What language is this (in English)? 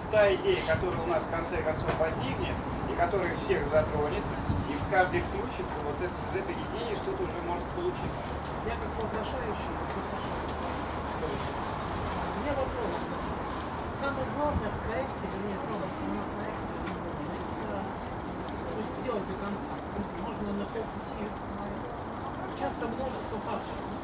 Russian